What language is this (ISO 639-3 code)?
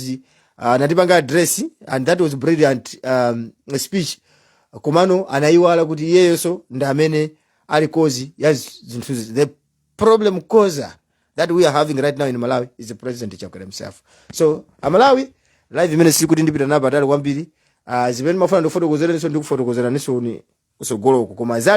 nya